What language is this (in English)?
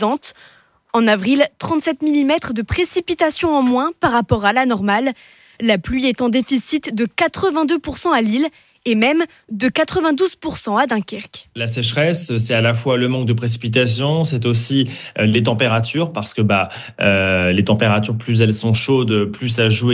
French